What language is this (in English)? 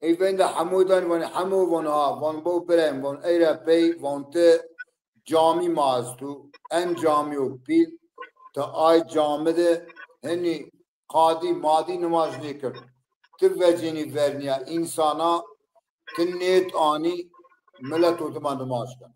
Zaza